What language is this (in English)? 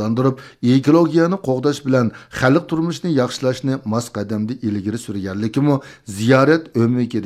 Uyghur